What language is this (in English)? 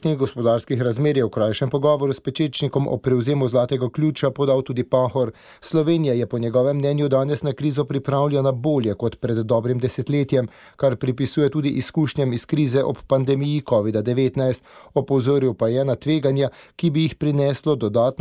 Slovenian